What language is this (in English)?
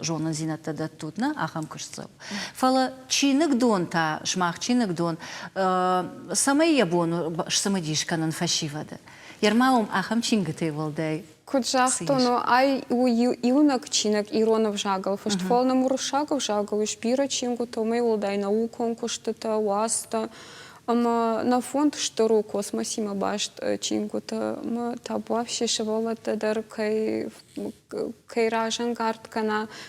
Ossetic